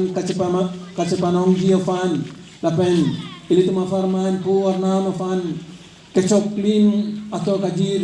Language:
Karbi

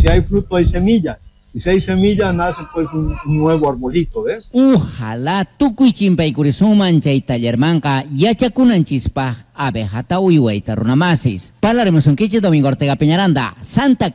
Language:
South Bolivian Quechua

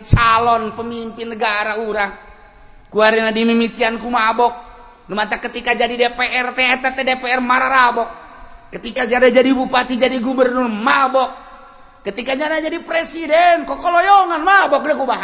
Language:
Sundanese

